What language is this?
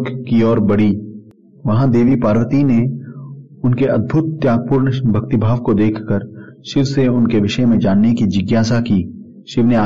Hindi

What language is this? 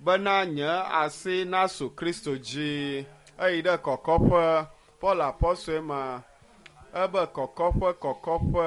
Ewe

